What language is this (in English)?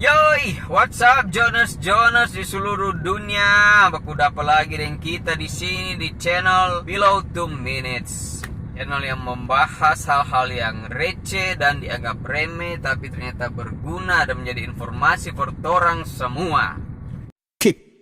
Manado Malay